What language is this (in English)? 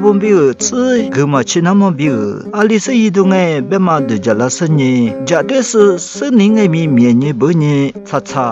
Lisu